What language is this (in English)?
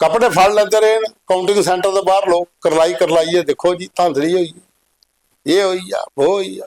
Dogri